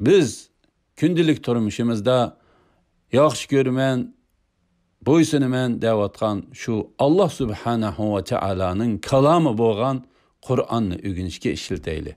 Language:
Uyghur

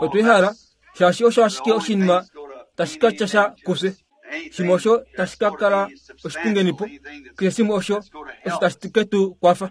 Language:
Kuanyama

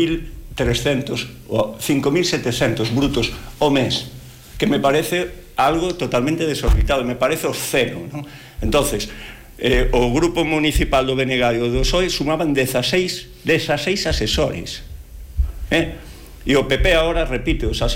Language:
Galician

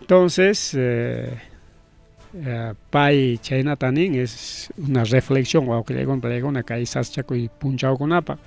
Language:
Ayacucho Quechua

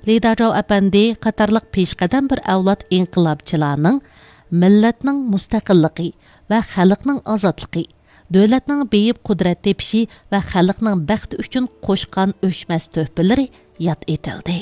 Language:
Uyghur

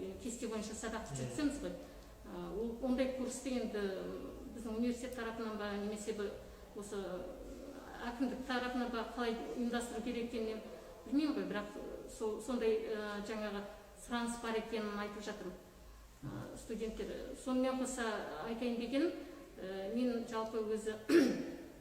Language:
Kazakh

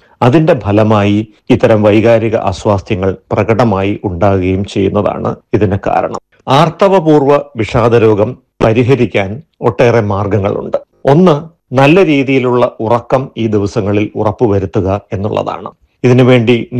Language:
Malayalam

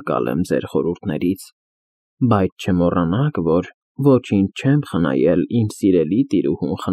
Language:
Armenian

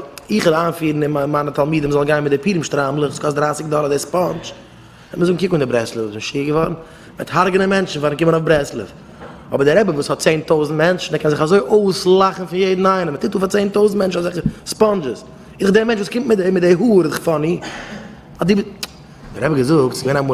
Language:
Yiddish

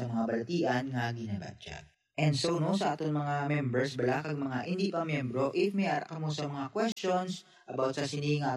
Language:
Hiligaynon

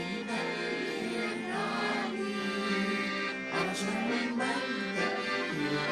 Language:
Egyptian Arabic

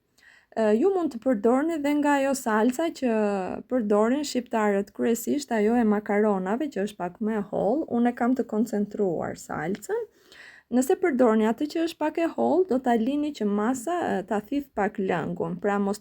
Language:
Albanian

